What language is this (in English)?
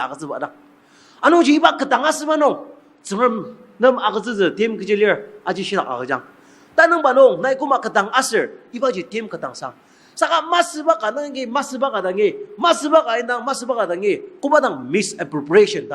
Ao Naga